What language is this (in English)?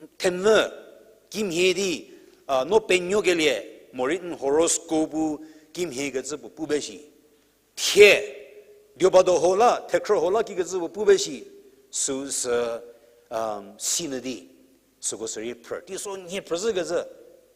Angami Naga